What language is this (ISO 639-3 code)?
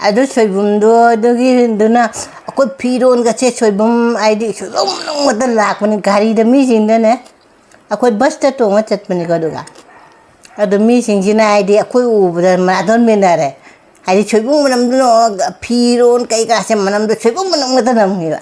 mni